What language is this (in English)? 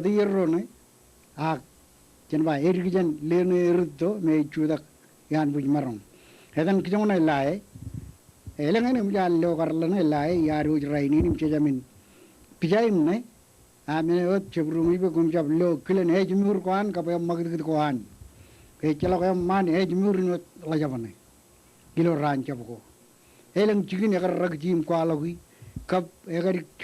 Marshallese